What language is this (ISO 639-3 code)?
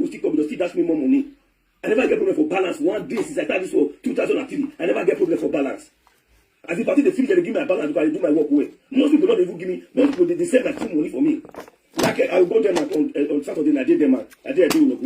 pcm